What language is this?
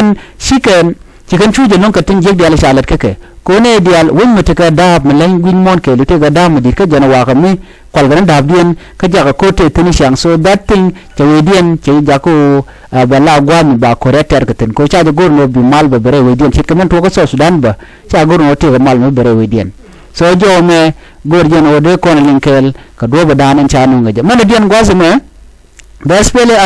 Nuer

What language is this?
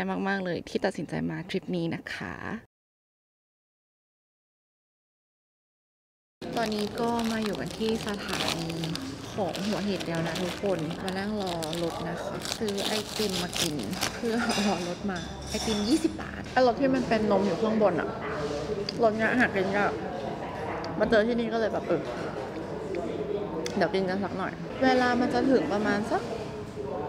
Thai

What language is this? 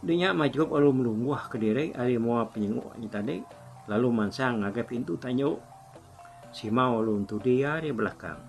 Iban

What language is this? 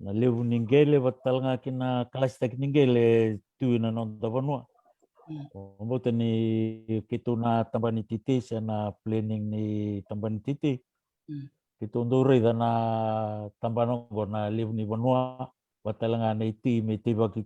Fijian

